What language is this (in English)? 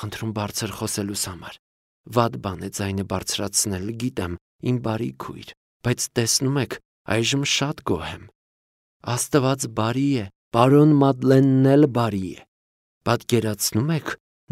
Armenian